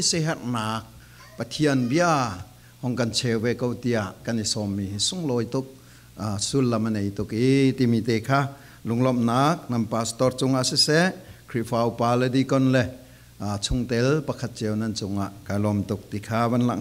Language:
Falam Chin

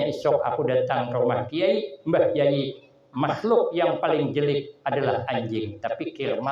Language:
Banjar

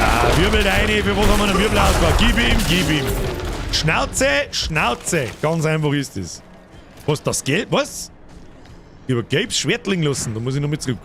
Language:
Bavarian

